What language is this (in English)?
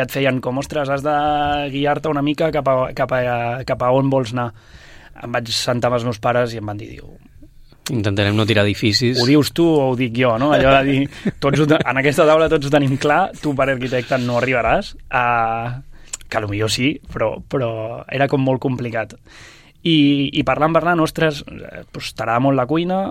Catalan